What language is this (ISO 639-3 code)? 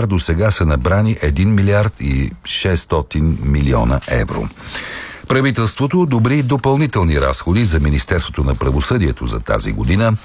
bul